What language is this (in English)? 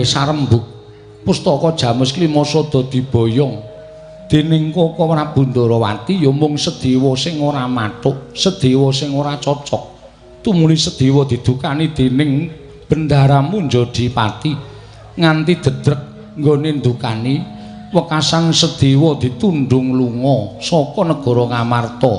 Javanese